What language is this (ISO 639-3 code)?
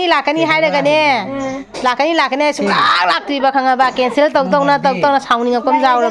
mni